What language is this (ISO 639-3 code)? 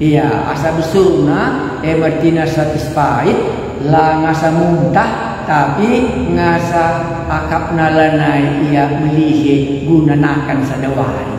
btx